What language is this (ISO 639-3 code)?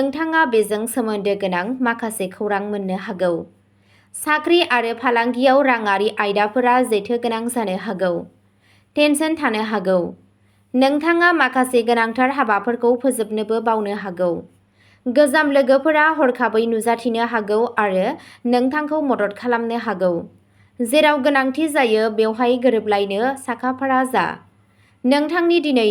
brx